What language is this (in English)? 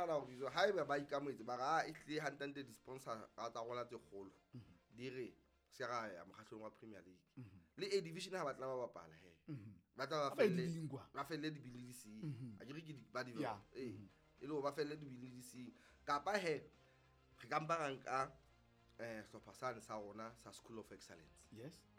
Southern Sotho